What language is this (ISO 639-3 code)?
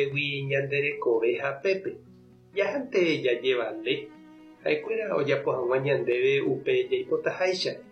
grn